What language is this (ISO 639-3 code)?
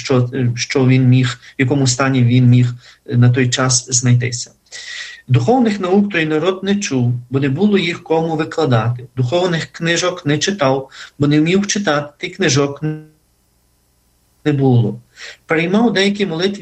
ukr